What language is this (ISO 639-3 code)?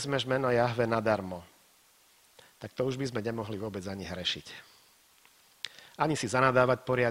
slk